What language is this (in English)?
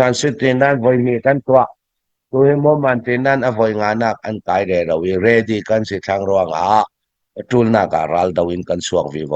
Hakha Chin